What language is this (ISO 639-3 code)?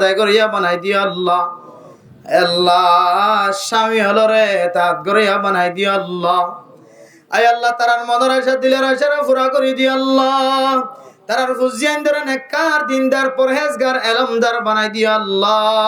rhg